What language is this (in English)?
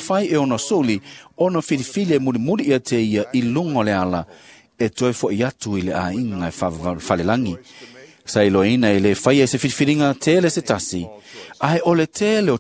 Samoan